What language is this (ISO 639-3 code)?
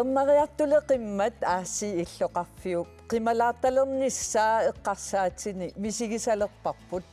kal